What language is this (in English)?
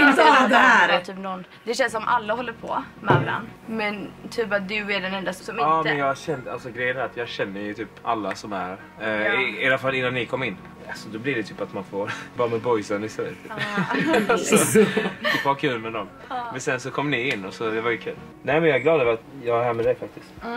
Swedish